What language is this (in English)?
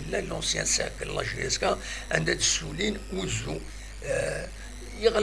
Kabyle